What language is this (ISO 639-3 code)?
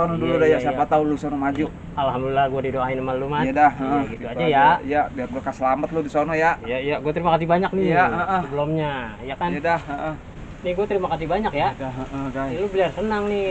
bew